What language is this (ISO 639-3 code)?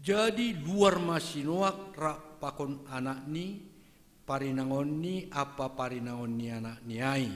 bts